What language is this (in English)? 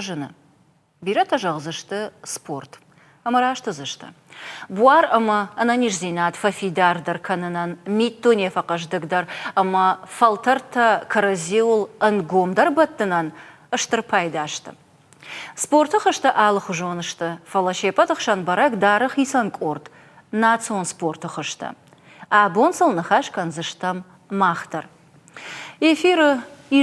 Ossetic